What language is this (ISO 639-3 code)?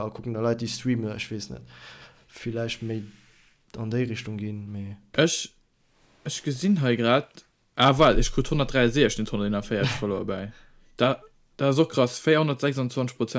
ltz